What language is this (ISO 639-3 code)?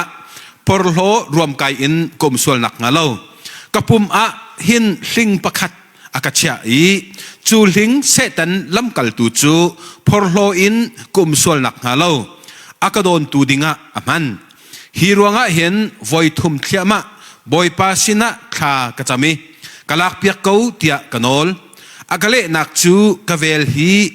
cnh